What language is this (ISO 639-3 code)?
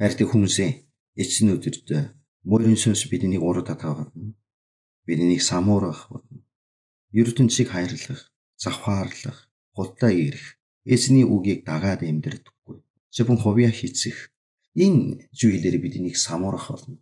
mon